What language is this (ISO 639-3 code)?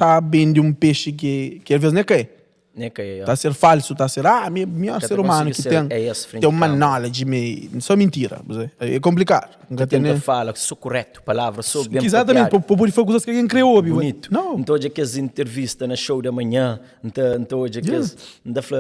kea